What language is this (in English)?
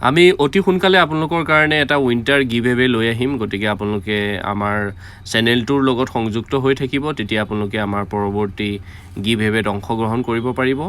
Assamese